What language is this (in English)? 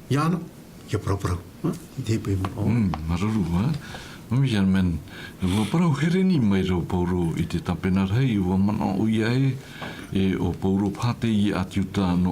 Tahitian